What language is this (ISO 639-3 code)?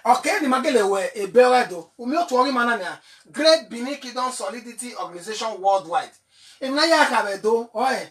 bin